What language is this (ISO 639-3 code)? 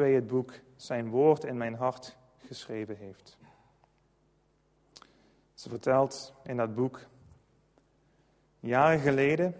nld